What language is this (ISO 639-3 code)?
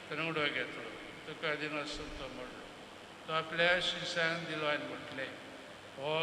kok